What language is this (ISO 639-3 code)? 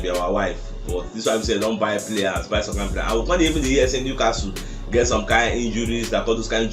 pcm